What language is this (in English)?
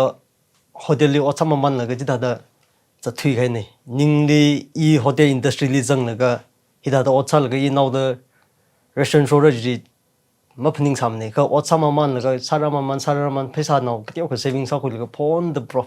Tangkhul Naga (India)